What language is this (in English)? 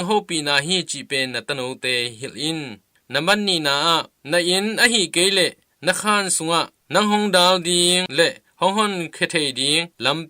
Tedim Chin